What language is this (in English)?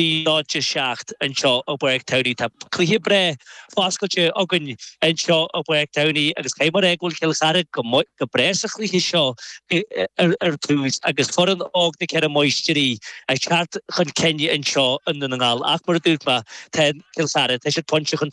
Irish